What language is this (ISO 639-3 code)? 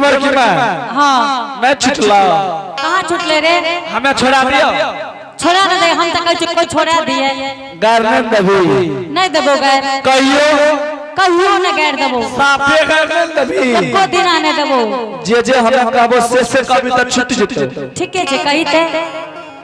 anp